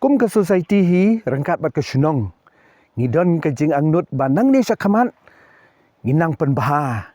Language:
Khasi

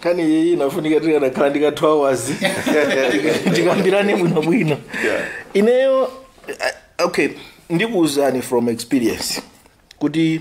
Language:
Nyanja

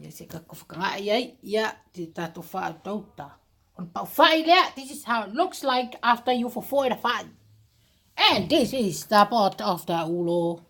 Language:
Samoan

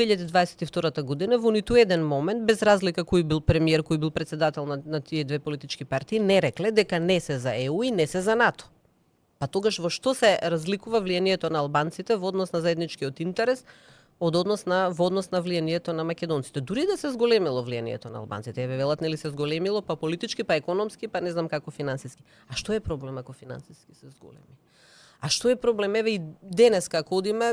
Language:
Macedonian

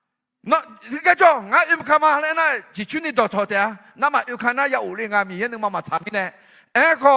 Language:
Akha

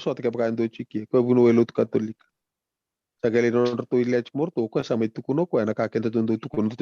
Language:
Fijian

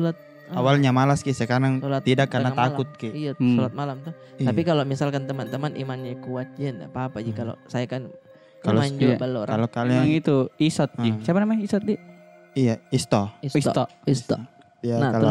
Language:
Makassar Malay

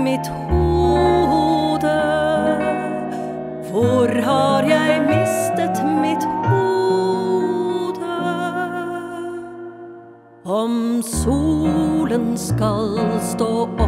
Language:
Norwegian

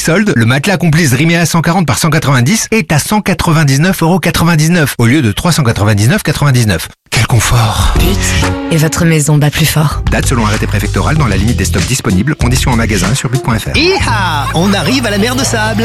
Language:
French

